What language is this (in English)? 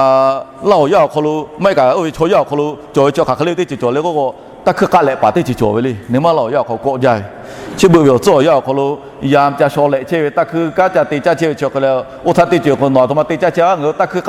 Lahu